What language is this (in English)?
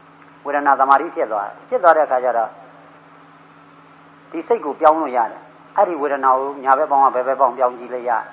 Burmese